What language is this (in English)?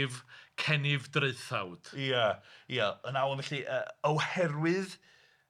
Welsh